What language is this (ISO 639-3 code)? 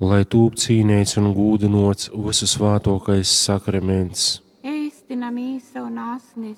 ltg